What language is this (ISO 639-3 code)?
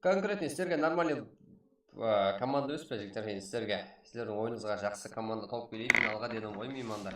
kaa